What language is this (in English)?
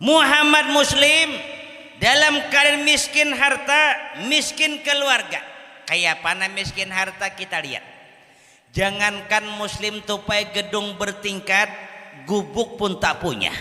Banjar